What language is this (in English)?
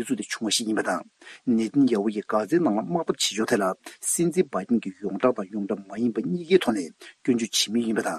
Tibetan